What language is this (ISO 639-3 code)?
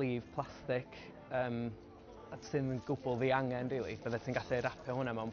cym